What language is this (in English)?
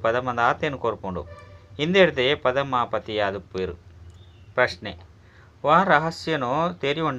Tulu